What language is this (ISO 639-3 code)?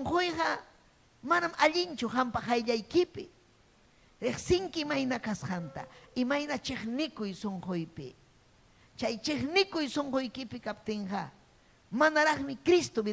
quy